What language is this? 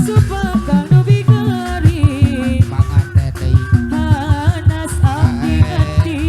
Sundanese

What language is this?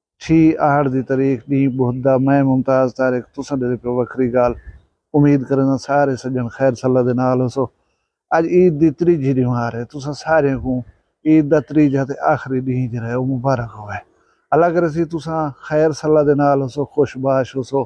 Saraiki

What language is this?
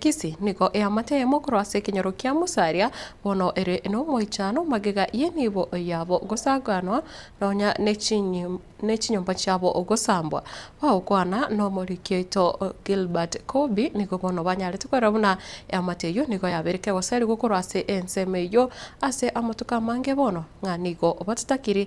Gusii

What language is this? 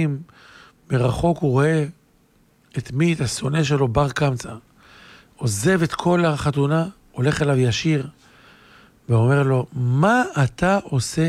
Hebrew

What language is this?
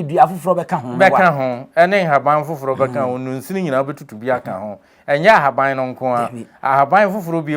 Akan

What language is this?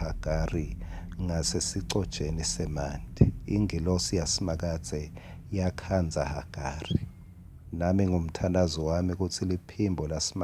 Swati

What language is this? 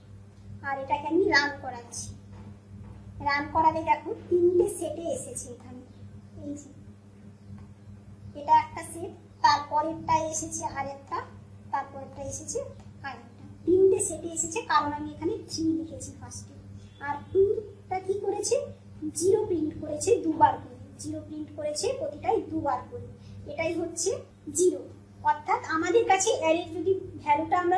Bangla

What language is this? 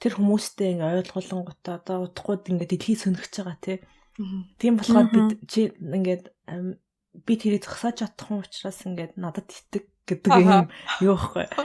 Mongolian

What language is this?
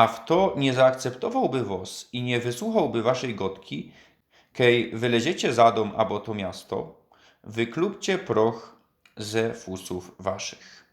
Silesian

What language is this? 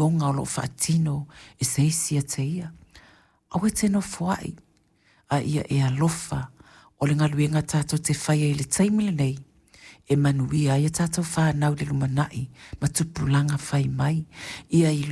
Samoan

